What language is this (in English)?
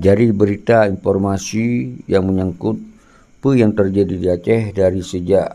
Achinese